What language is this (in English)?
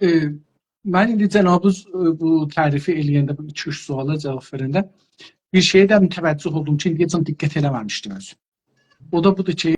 South Azerbaijani